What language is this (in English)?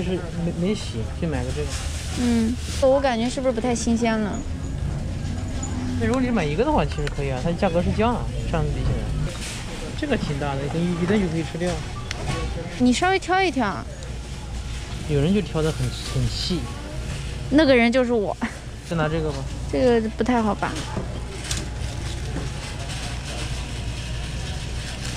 Chinese